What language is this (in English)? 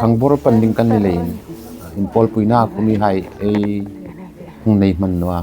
Hmar